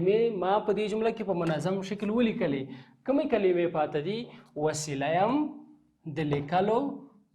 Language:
Pashto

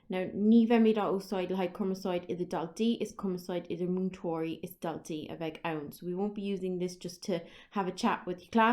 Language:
Irish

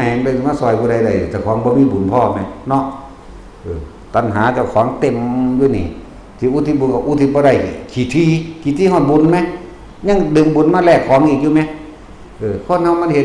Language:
Northeastern Thai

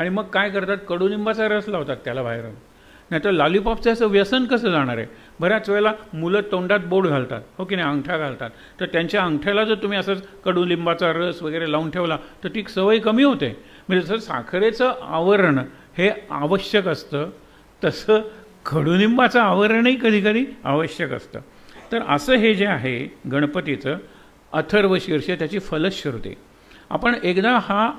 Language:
Marathi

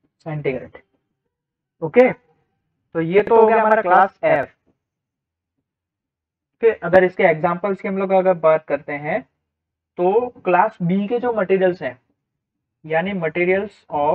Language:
Hindi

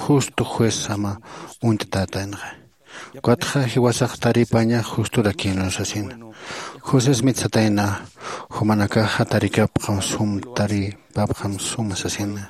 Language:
Aymara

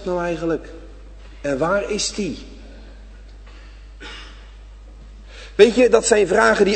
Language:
Dutch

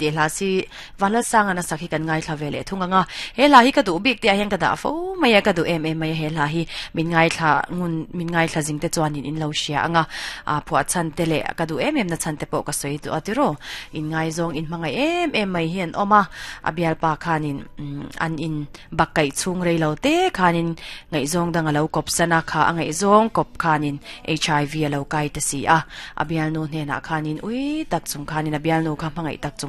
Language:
Mizo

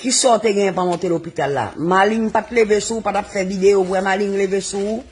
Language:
Haitian Creole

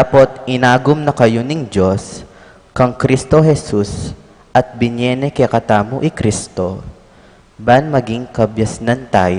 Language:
Pampanga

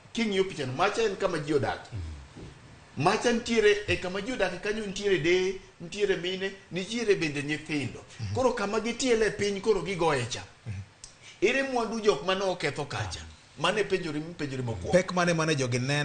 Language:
Luo (Kenya and Tanzania)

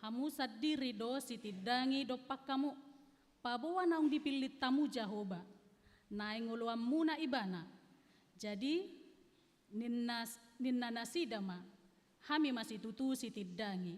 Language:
Batak Toba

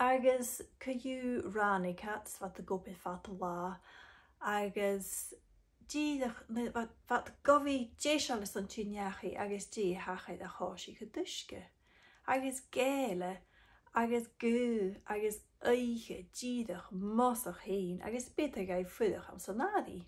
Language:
Scottish Gaelic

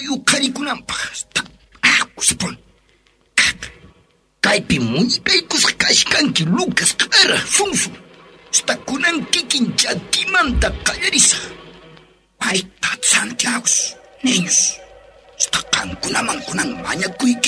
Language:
Quechua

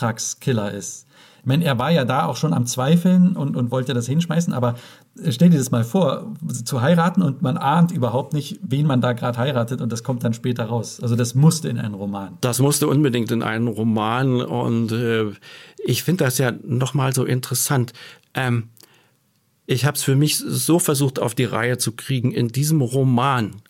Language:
German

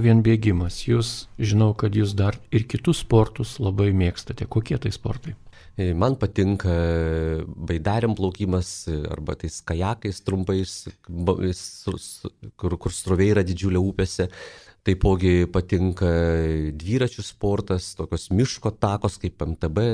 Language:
Lithuanian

